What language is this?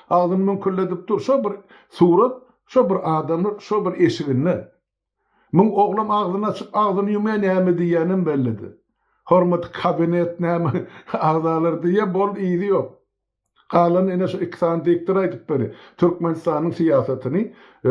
Turkmen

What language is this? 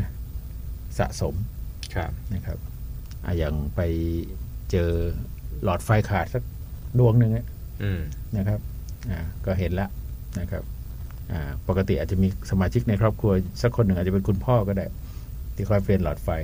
Thai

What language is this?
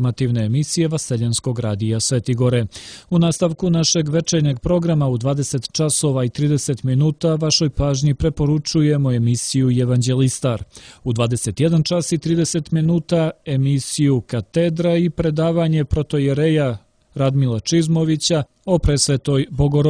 Serbian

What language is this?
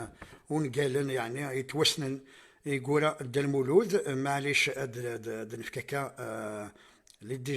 Kabyle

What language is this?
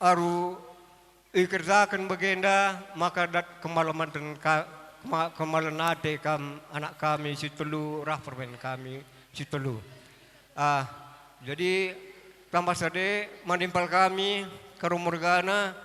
Batak Karo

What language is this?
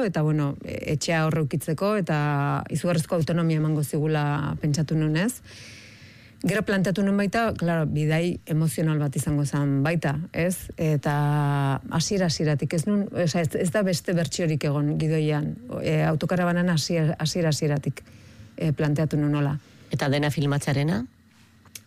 Basque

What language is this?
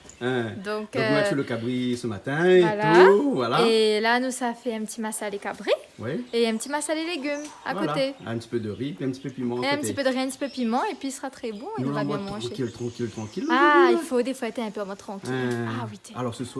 Réunion Creole French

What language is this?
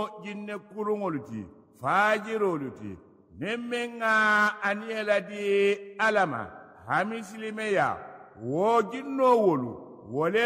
Mandingo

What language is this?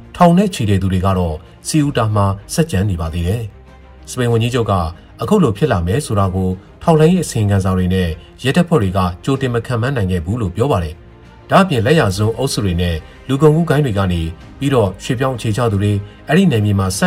Burmese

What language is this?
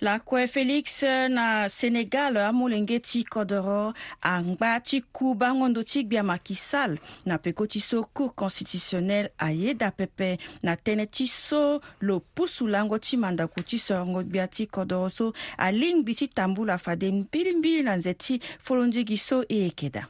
Sango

